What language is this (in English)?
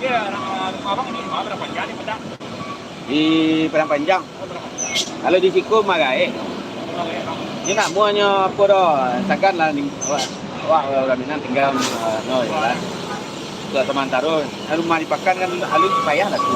Minangkabau